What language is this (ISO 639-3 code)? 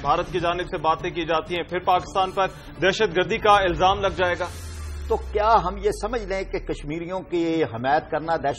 urd